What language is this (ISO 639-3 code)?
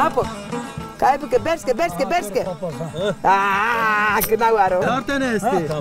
zza